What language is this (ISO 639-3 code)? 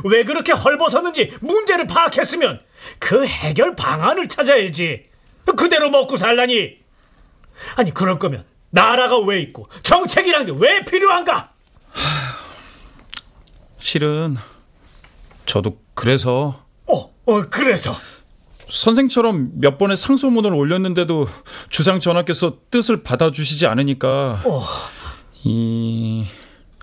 kor